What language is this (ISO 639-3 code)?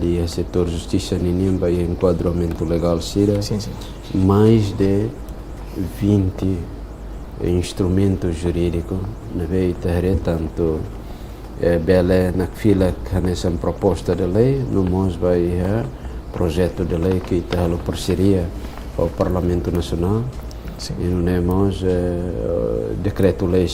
tet